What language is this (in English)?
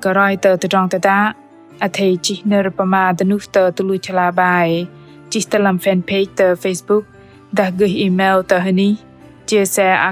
Bahnar